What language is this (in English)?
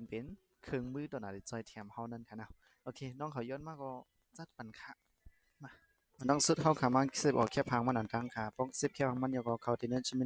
Shan